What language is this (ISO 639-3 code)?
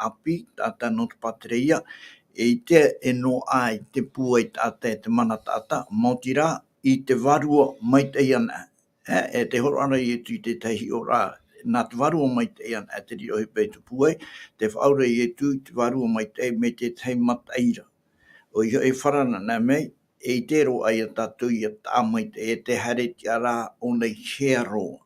tah